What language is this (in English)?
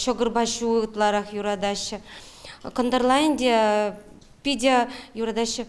Chuvash